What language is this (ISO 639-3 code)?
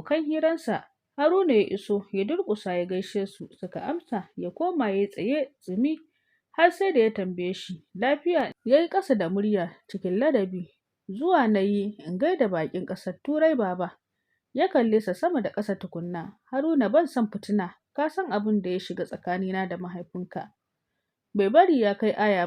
hau